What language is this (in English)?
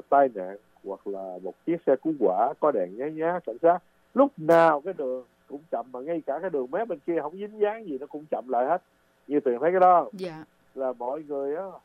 Vietnamese